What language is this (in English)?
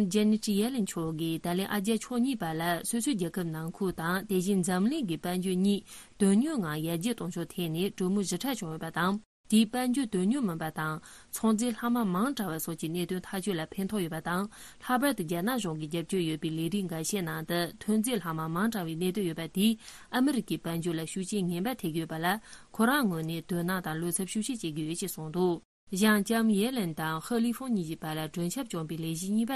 Tibetan